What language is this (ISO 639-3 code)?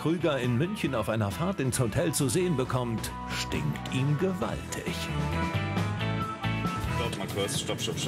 deu